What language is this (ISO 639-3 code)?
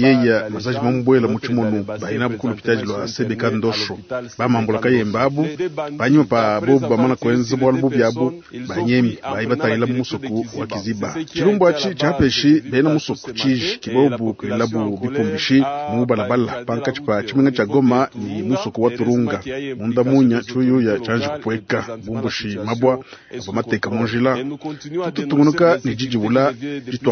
lua